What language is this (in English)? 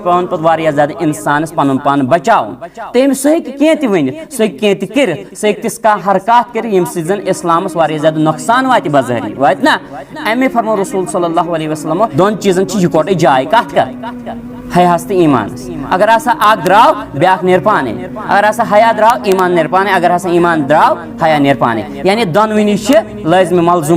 Kashmiri